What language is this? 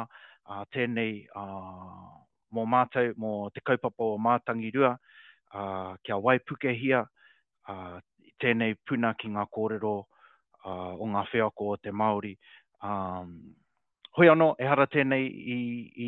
Māori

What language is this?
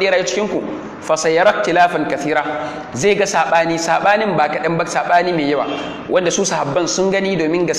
Hausa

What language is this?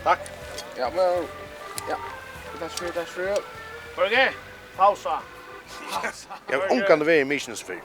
Faroese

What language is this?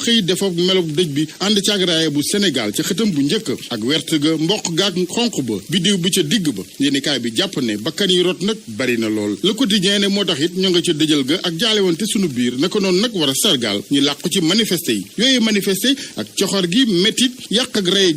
Wolof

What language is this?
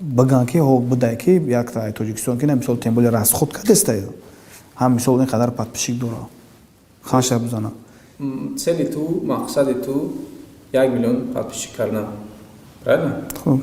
Tajik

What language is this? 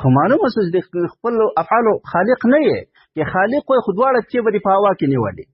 Pashto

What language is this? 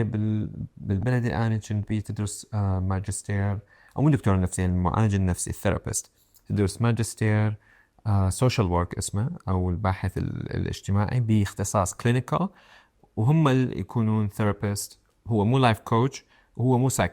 Mesopotamian Arabic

